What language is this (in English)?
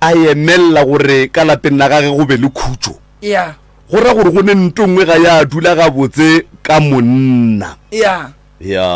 Northern Sotho